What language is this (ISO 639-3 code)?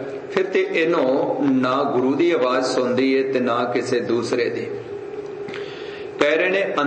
pan